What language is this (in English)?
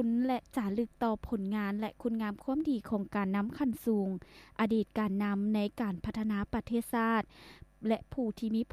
Lao